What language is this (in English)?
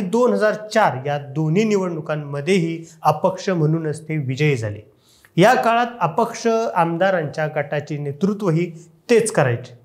Marathi